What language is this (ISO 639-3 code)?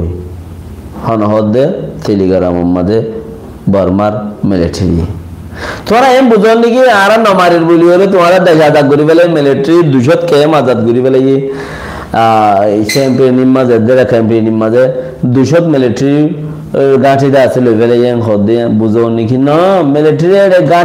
rhg